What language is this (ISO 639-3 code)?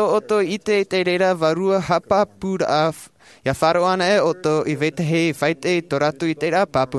tah